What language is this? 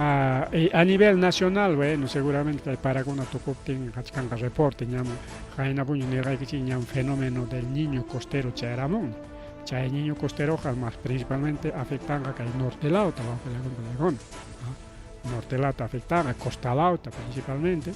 Ayacucho Quechua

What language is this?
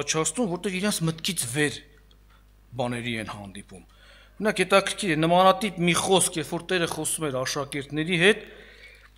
Armenian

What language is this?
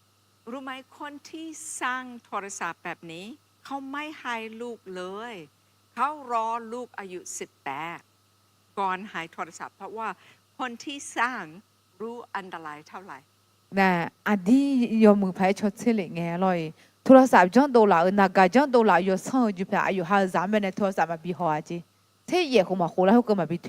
Akha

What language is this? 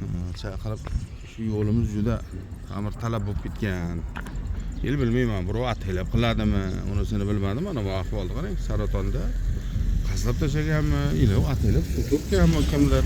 Uzbek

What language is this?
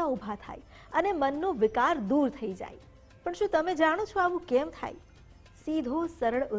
Gujarati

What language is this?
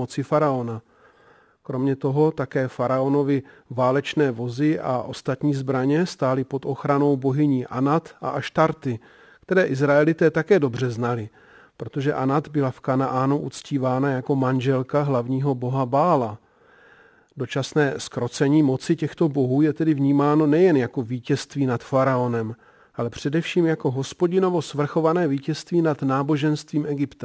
Czech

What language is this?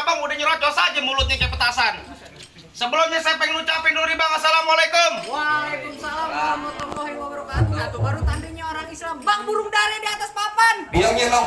Betawi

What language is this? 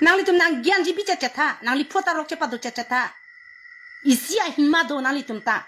Karbi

